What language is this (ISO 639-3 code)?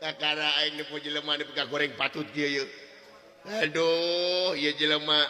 sun